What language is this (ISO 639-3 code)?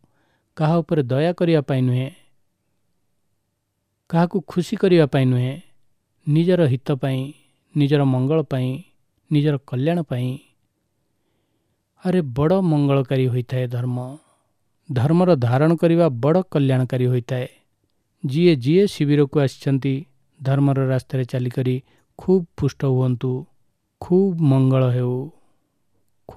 ori